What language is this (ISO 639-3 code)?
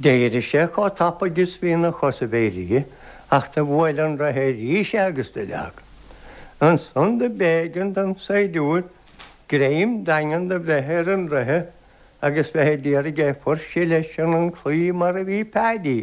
gle